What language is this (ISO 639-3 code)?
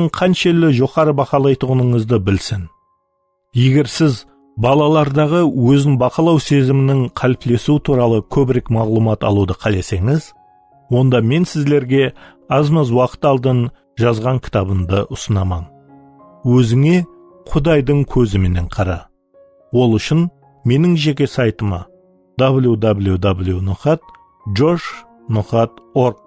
kaa